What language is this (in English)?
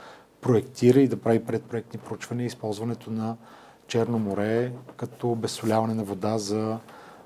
Bulgarian